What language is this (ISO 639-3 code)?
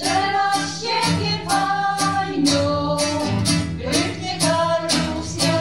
szl